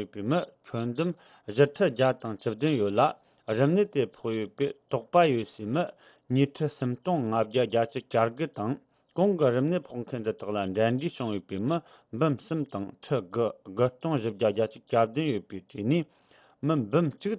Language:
Tibetan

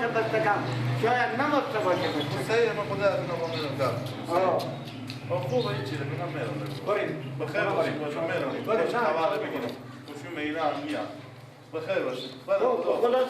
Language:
Persian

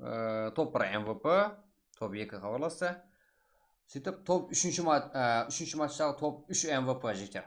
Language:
Kara-Kalpak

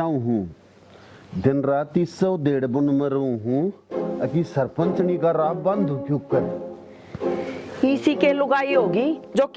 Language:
Haryanvi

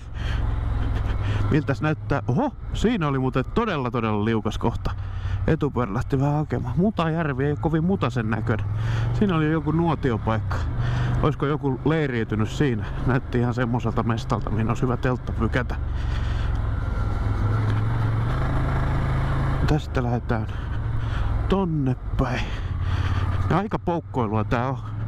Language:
Finnish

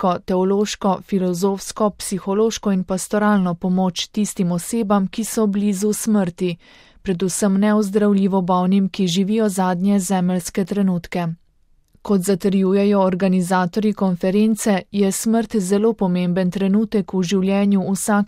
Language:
Slovenian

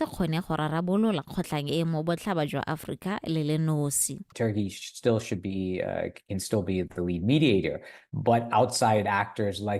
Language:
Tswana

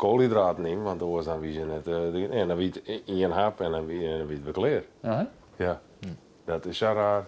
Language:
Western Frisian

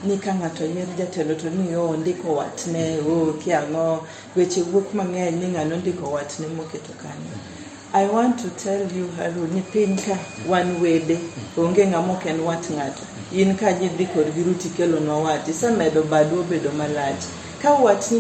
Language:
Luo (Kenya and Tanzania)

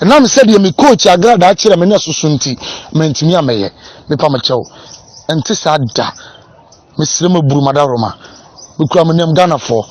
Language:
Akan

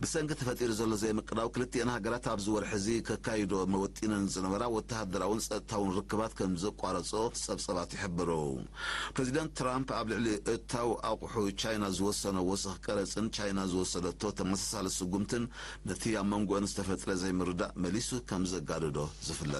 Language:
Tigrinya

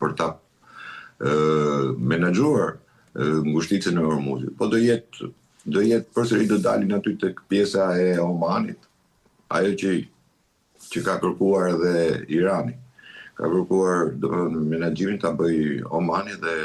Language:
Albanian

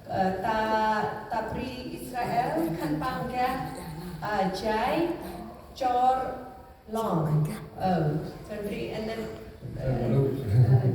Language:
Central Mnong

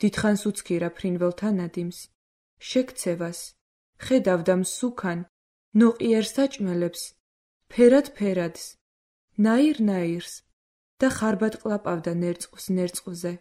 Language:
Georgian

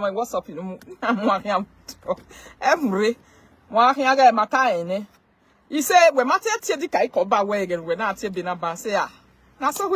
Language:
Nigerian Pidgin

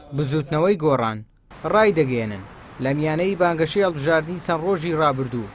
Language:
Central Kurdish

